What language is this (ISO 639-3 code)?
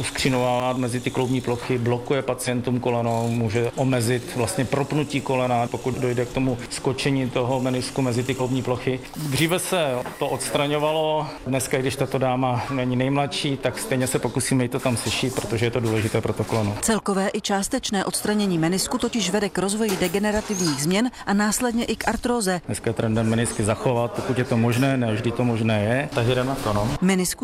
ces